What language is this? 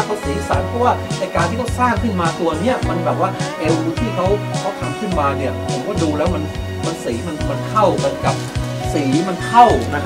Thai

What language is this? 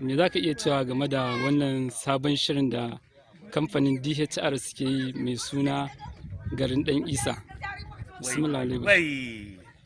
Hausa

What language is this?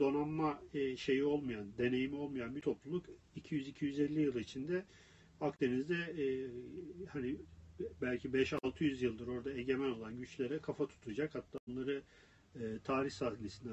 Turkish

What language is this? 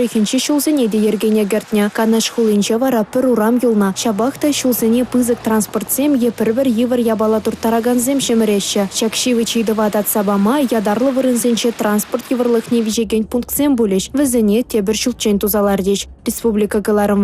Chuvash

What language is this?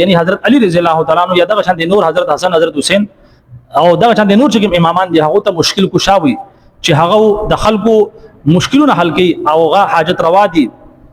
Pashto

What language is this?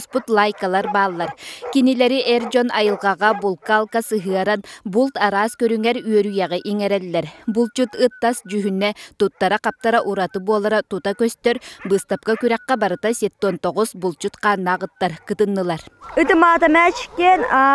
Yakut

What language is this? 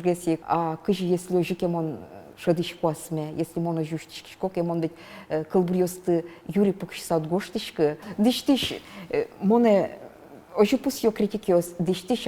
Udmurt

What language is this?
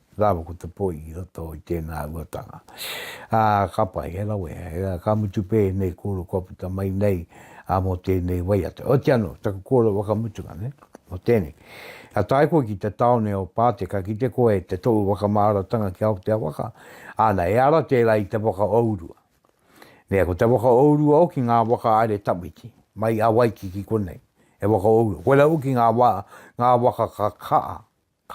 Māori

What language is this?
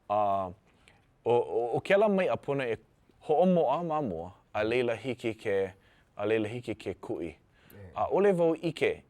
Hawaiian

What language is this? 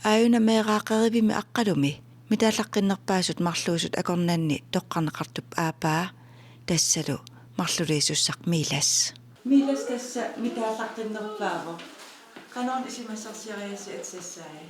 Kalaallisut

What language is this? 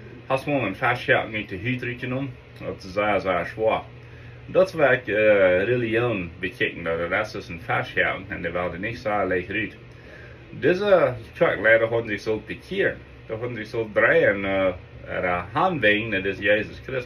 Plautdietsch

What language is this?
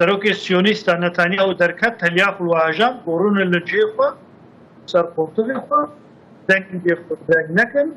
Kurdish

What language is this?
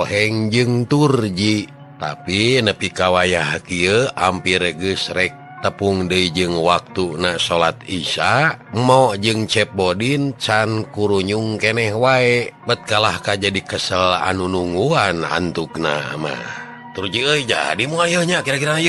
Sundanese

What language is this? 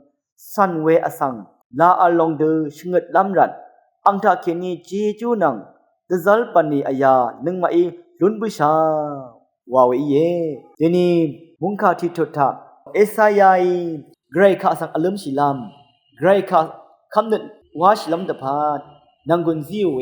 Rawang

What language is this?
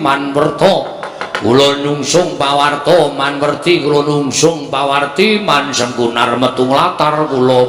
Javanese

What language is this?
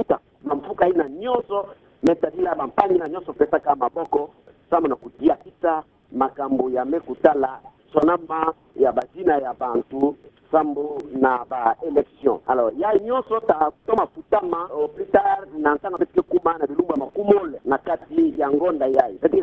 Kituba (Democratic Republic of Congo)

